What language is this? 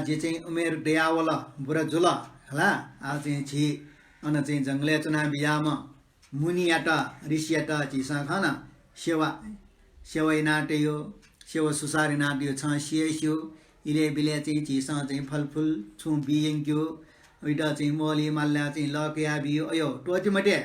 Newari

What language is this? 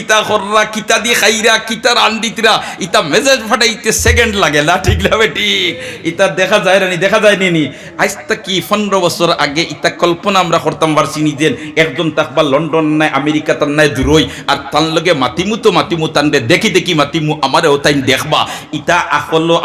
Sylheti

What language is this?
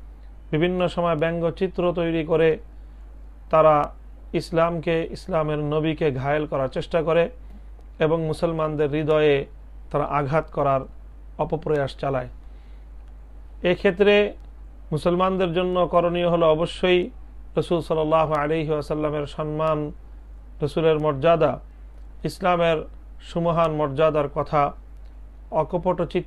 Bangla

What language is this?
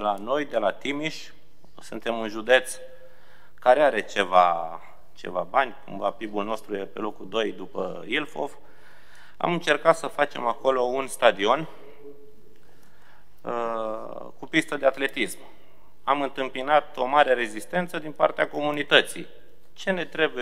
Romanian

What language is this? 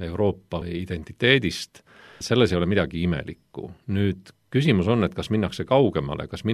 Estonian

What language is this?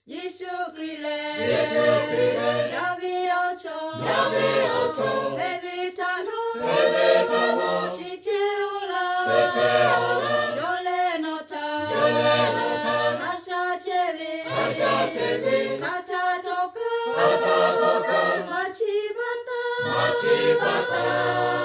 Lahu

